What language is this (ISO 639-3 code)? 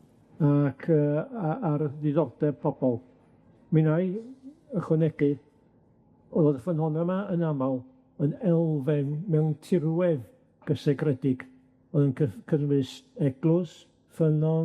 cym